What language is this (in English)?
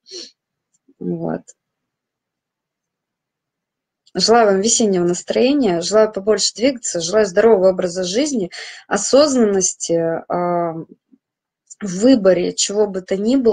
Russian